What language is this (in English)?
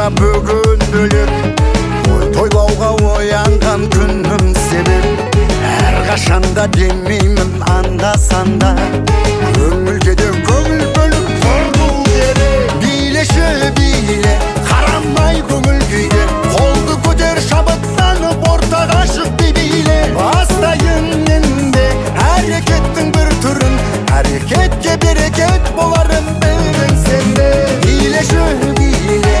Kazakh